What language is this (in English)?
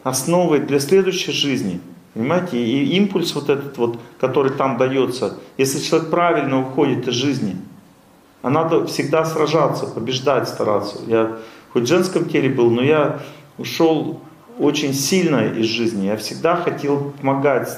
Russian